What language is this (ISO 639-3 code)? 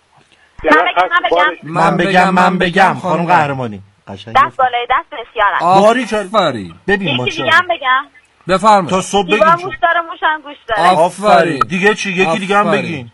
fas